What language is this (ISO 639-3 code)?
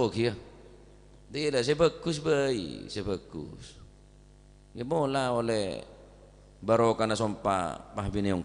mad